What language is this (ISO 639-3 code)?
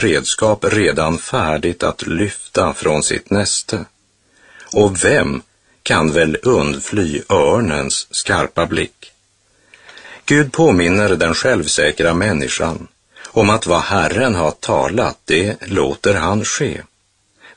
swe